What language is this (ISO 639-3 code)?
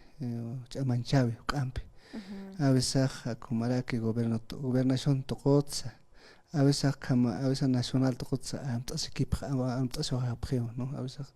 aym